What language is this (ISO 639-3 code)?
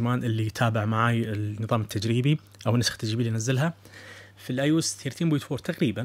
ars